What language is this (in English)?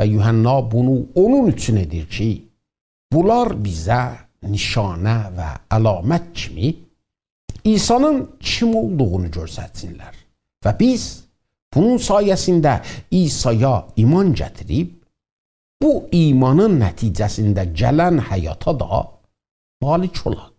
South Azerbaijani